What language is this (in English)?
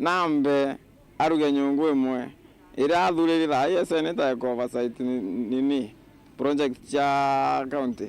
Meru